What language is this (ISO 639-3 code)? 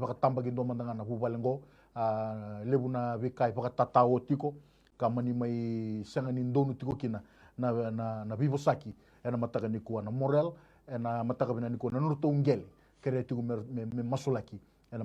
fij